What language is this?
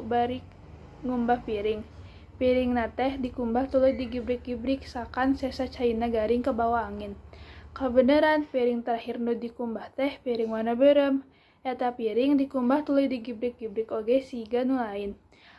Sundanese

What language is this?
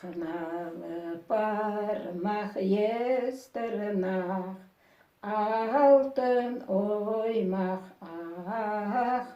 Crimean Tatar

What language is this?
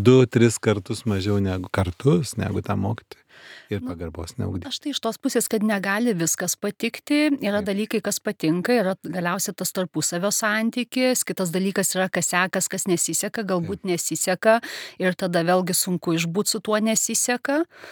Lithuanian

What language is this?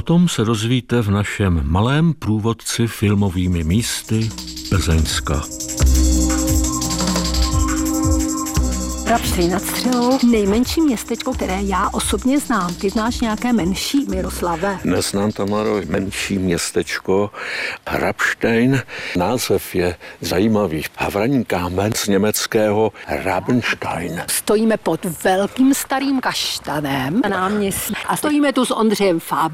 Czech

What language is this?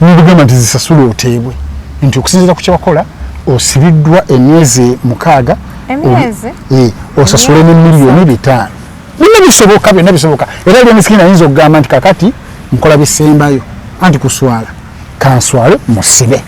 Ganda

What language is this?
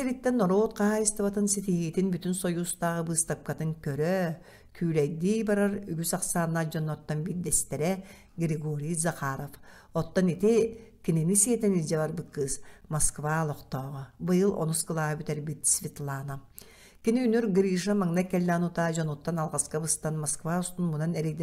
Yakut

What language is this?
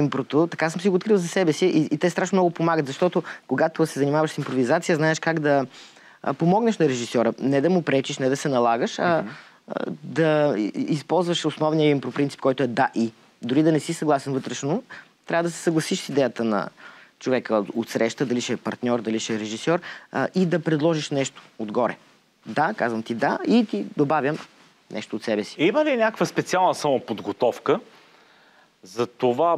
Bulgarian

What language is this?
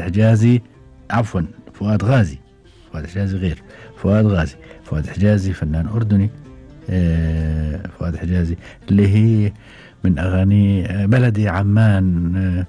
Gulf Arabic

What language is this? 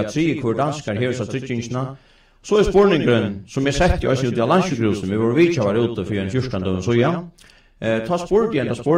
Faroese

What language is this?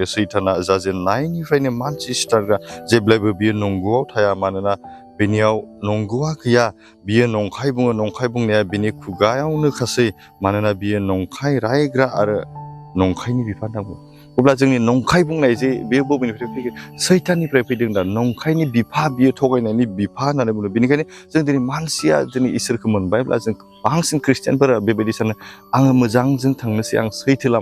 Bodo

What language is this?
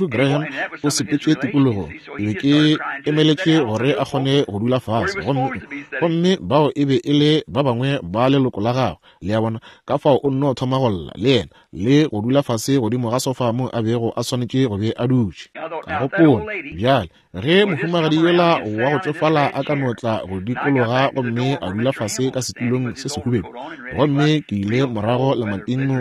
Northern Sotho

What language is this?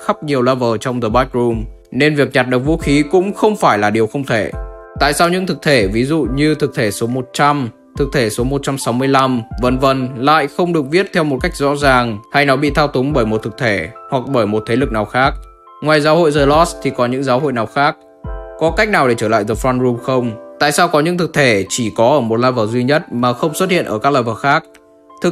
Vietnamese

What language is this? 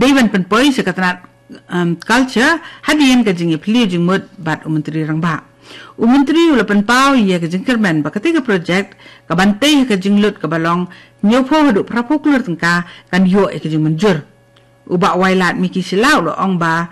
Khasi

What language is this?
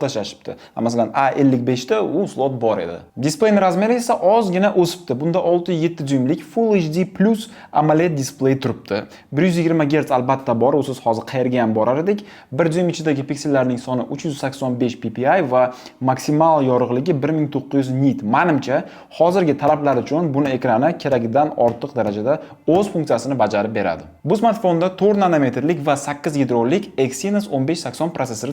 Uzbek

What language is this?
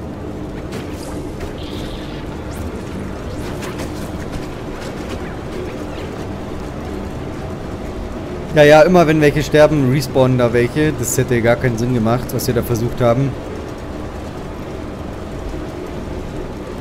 German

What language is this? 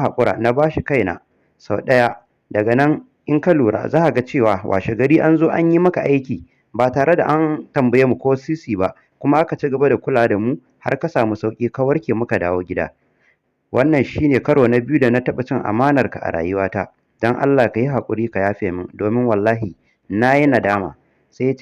Hausa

